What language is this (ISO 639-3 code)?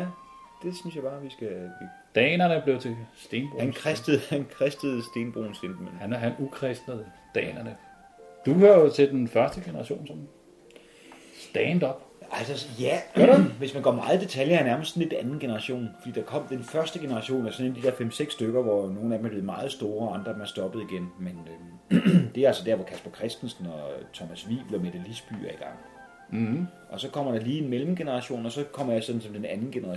dan